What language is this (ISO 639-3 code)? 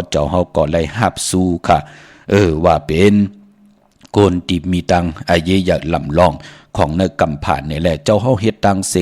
shn